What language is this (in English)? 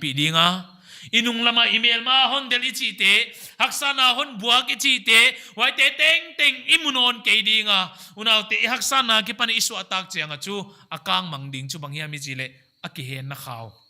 Paite Chin